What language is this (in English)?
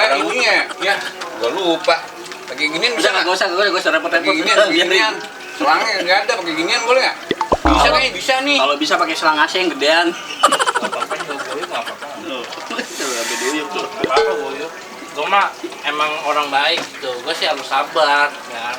Betawi